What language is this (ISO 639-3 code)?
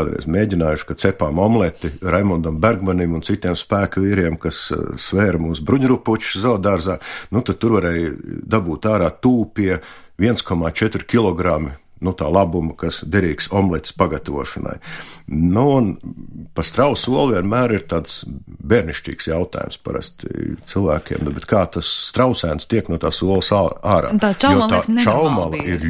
lav